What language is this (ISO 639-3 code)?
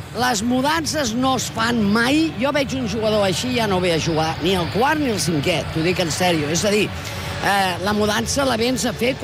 cat